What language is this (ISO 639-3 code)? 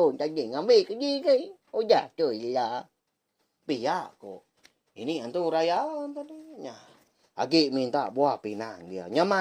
iba